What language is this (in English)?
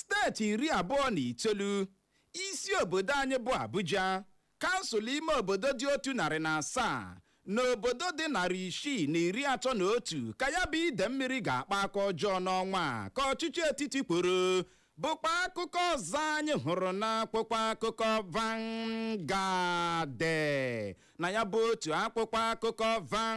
Igbo